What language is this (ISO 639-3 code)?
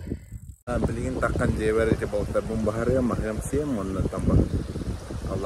sah